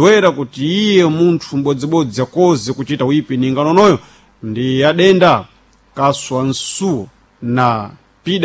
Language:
Sena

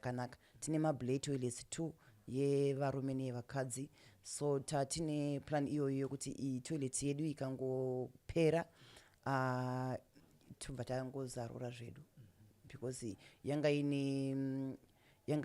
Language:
Shona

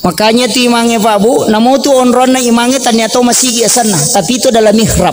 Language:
Buginese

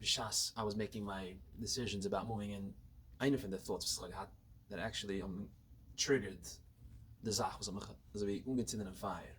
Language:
Yiddish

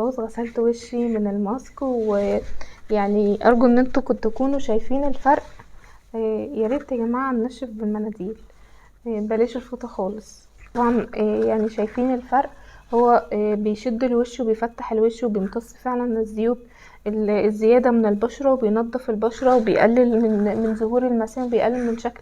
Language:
Egyptian Arabic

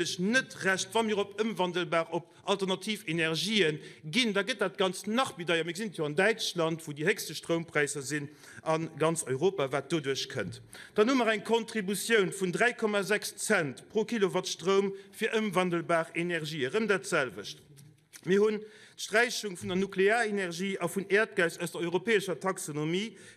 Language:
Luxembourgish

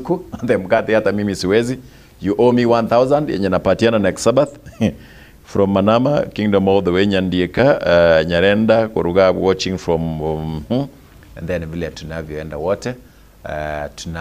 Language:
Gusii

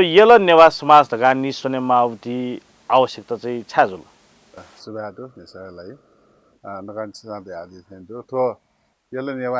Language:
Newari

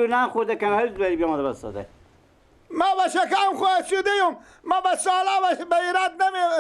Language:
Persian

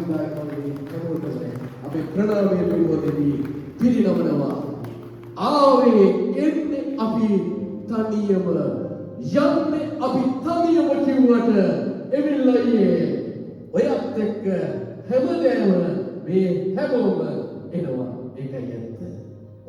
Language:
Sinhala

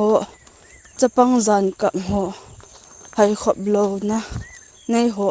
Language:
Thado Chin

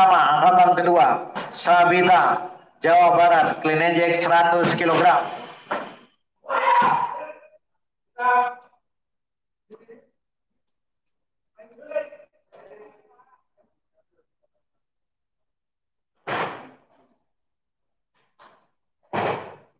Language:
Indonesian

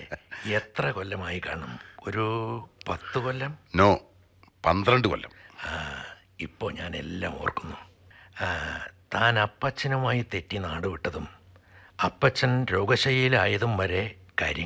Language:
Malayalam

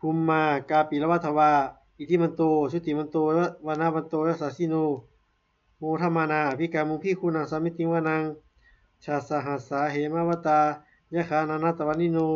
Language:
Pali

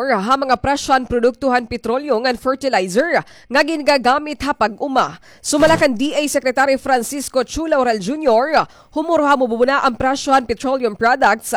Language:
Waray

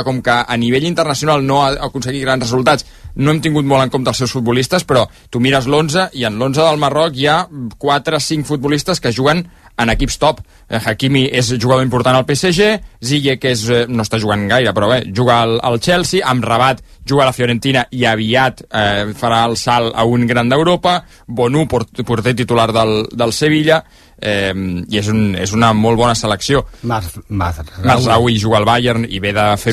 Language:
Catalan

